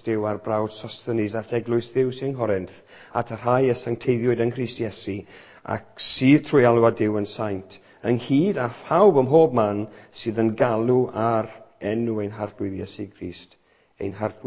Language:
Welsh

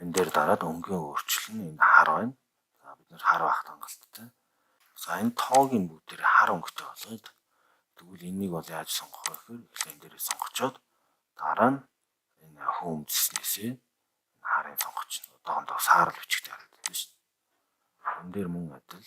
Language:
Mongolian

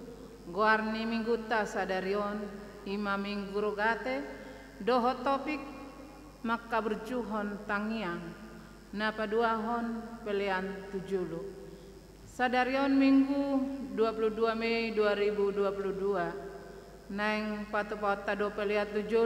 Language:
Batak Toba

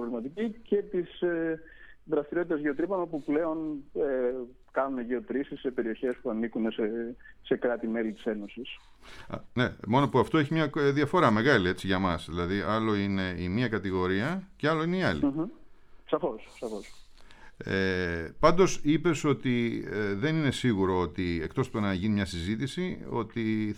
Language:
Greek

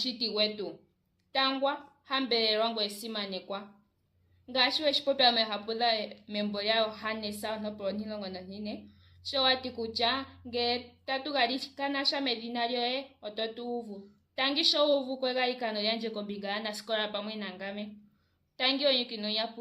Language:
Ndonga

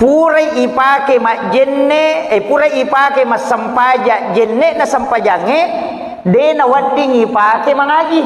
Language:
Buginese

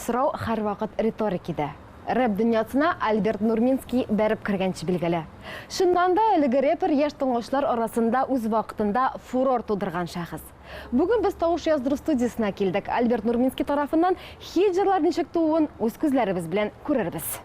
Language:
Tatar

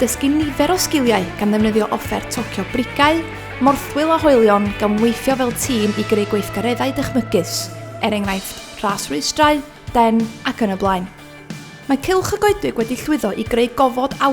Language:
Welsh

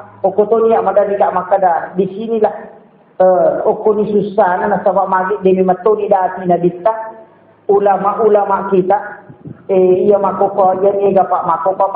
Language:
Buginese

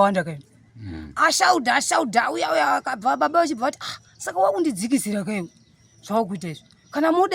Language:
Shona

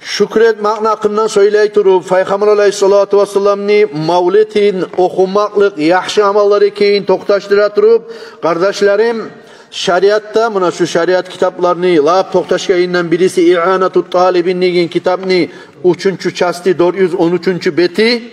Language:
Kumyk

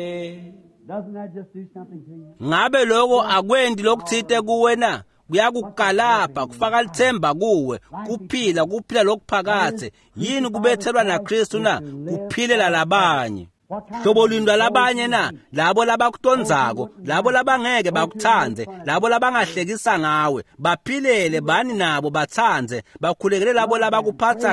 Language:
Swati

